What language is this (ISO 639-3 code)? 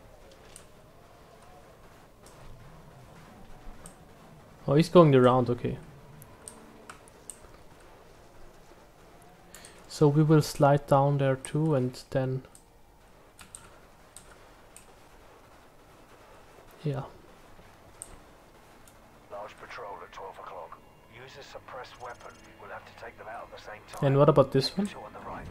eng